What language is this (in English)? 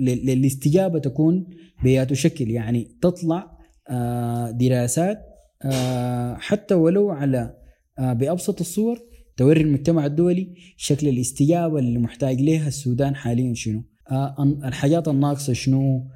Sudanese Arabic